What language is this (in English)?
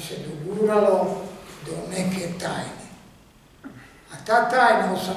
Serbian